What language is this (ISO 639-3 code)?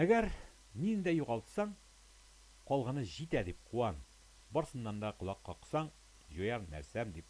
tat